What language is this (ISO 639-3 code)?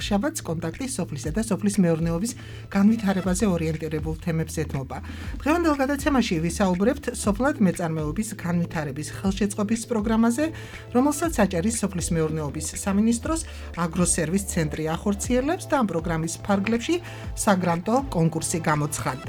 kat